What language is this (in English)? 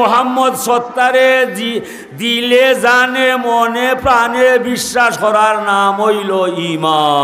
Sylheti